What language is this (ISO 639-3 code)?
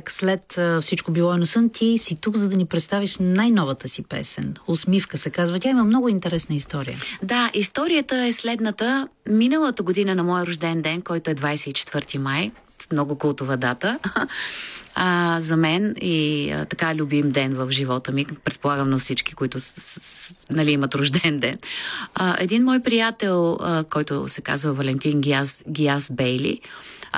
bul